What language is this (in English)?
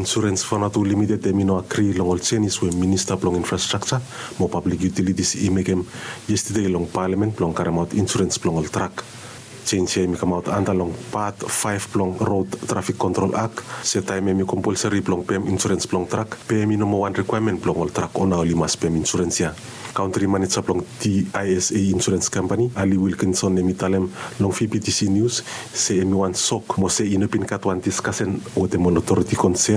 Bislama